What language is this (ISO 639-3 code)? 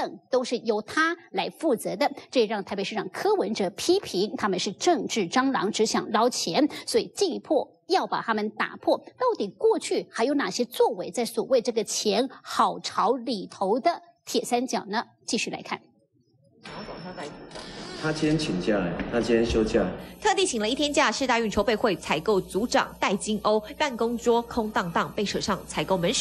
zho